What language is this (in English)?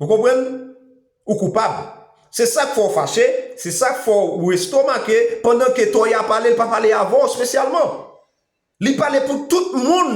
Haitian Creole